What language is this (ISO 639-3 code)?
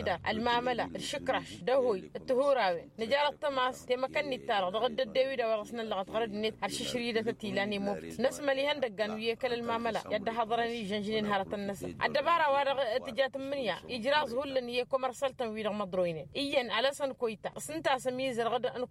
taq